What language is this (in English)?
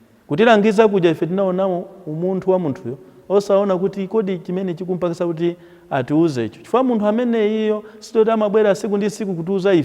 Nyanja